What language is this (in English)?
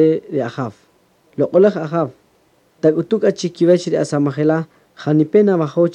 Kaqchikel